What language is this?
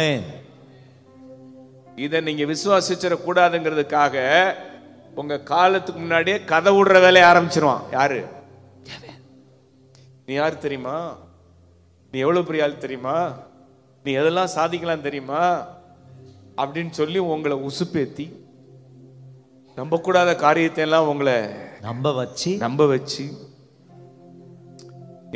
Tamil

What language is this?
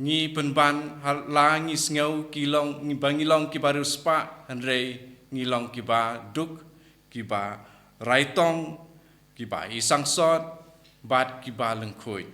Khasi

